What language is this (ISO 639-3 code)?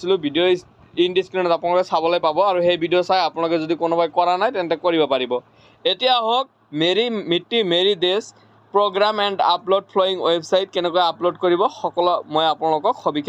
asm